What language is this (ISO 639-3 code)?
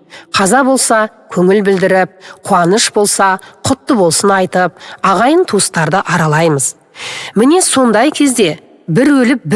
kaz